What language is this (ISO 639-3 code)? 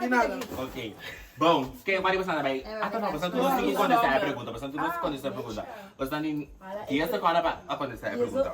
pap